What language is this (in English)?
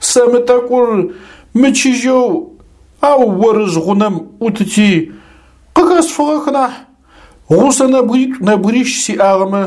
Adyghe